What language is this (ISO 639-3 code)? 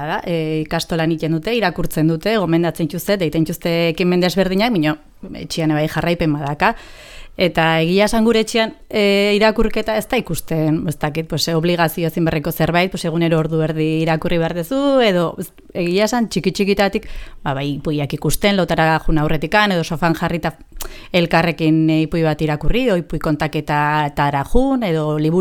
eus